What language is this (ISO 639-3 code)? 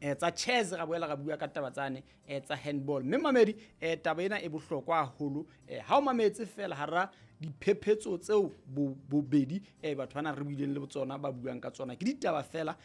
sot